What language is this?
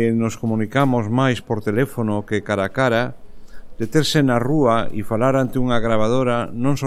Galician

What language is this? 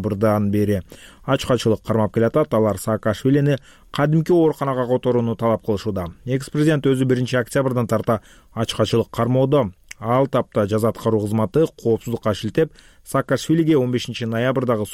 Kyrgyz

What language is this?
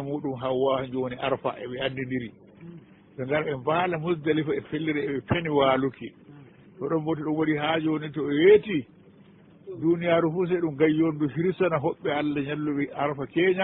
Fula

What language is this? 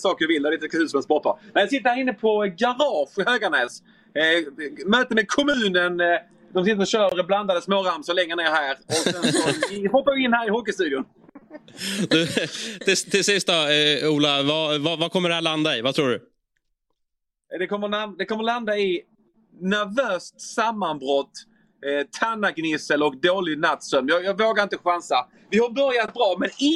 Swedish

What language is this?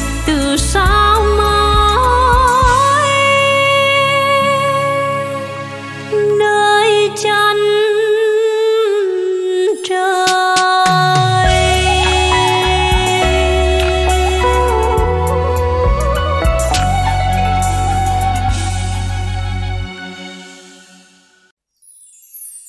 Vietnamese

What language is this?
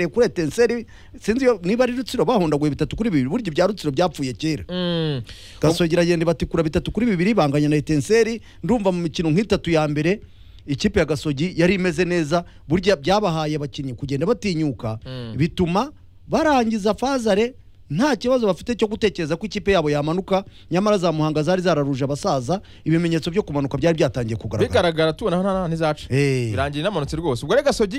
Kinyarwanda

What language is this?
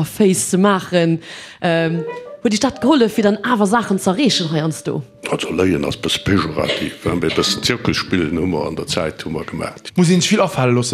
Luxembourgish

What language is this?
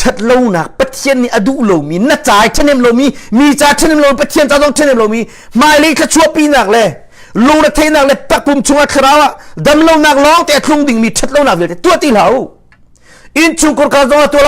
Hakha Chin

